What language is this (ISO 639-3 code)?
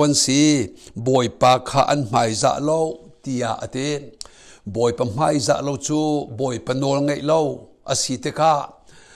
cnh